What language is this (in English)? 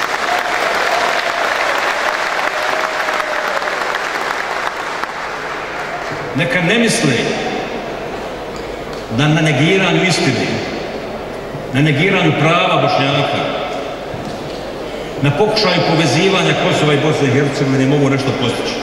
Bosnian